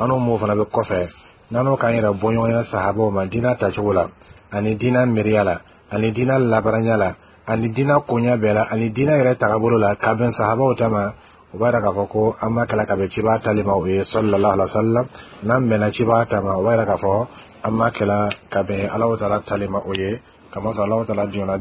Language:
Bambara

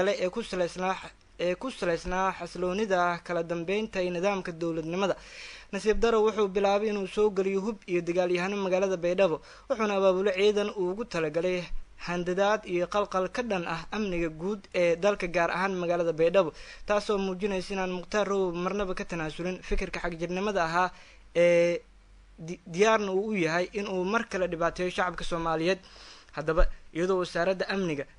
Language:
Somali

